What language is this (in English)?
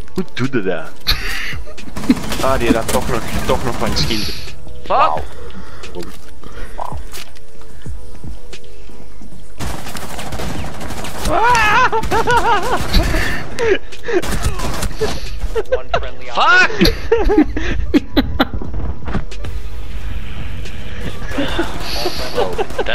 Dutch